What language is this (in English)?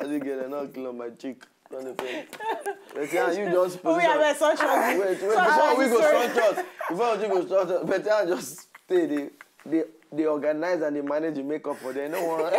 Nigerian Pidgin